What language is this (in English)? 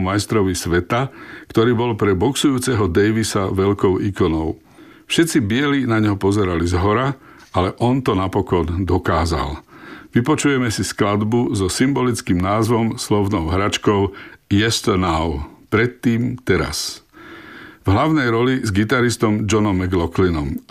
Slovak